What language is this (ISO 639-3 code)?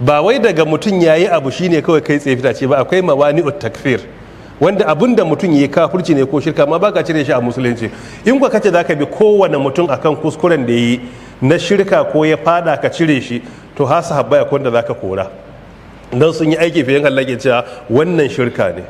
hau